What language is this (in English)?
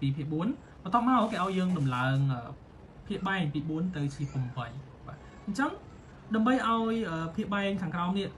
Khmer